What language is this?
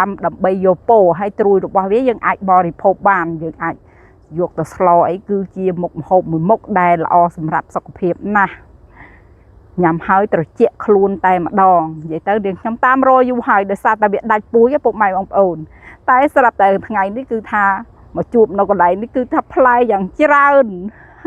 Khmer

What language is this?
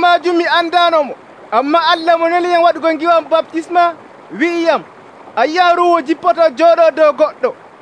Nigerian Fulfulde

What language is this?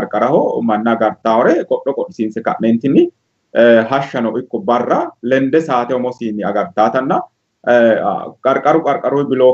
Sidamo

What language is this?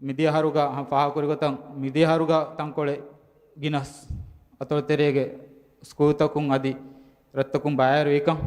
Divehi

